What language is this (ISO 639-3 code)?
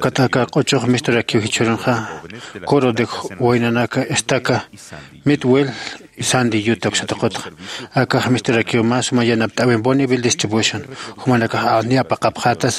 aym